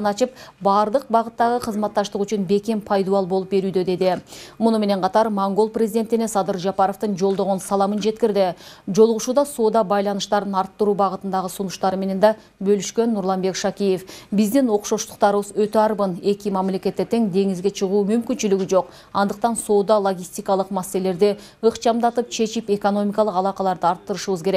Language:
Kyrgyz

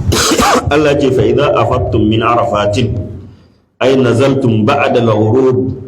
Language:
Hausa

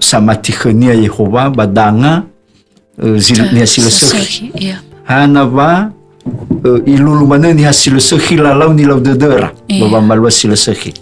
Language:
Nias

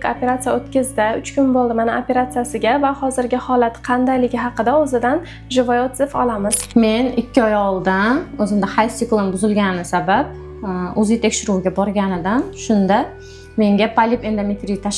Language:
Uzbek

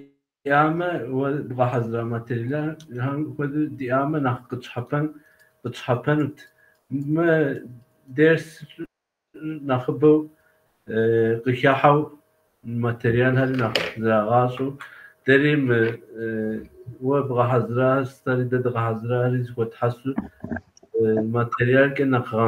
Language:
Kabardian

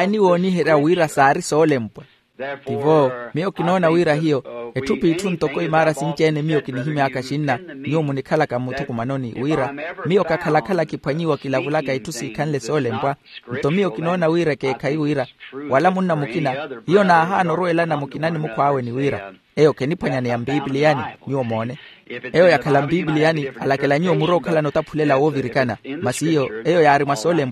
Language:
Makhuwa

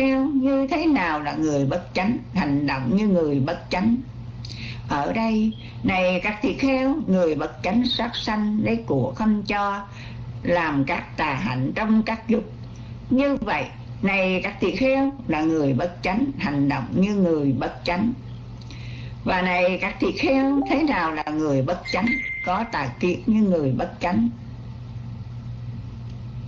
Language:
Vietnamese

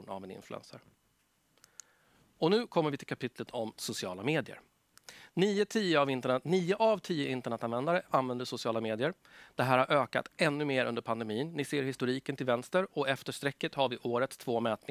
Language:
Swedish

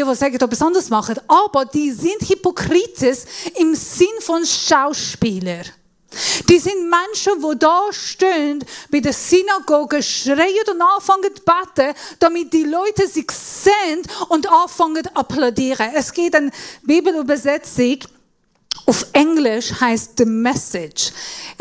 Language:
Swiss German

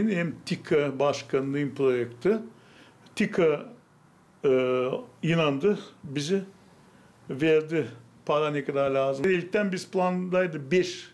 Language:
Gagauz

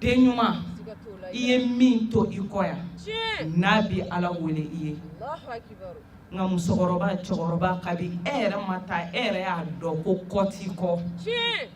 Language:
Bambara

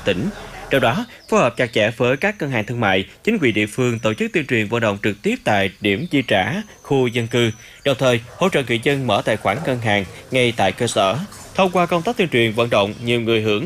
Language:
Vietnamese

